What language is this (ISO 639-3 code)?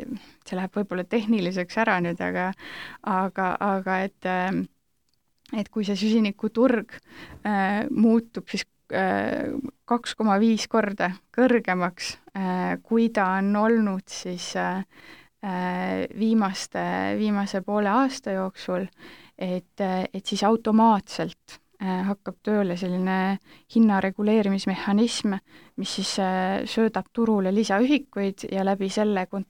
est